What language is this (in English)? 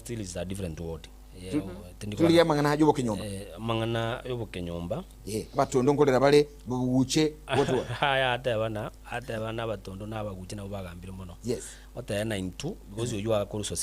Gusii